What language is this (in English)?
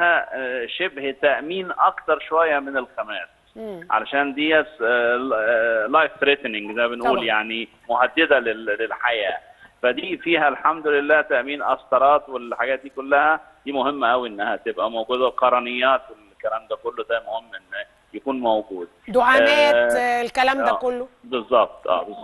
Egyptian Arabic